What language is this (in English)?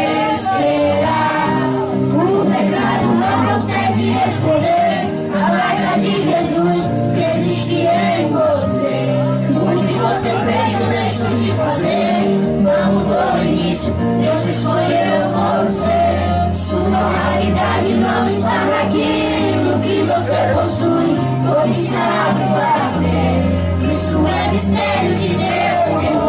Portuguese